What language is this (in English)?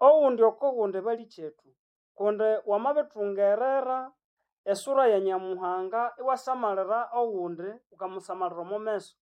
Nande